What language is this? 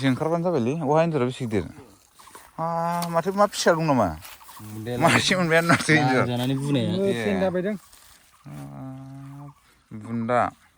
Bodo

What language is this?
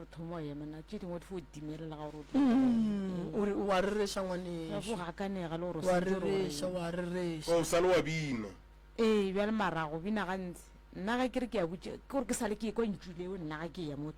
Northern Sotho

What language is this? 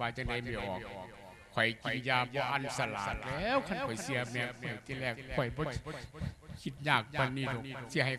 Lao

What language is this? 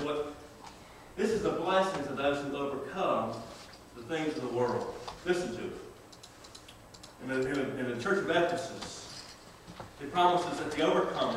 English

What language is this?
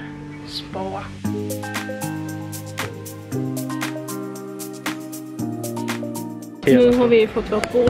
Swedish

